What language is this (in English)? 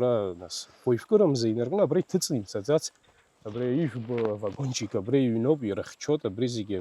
Abkhazian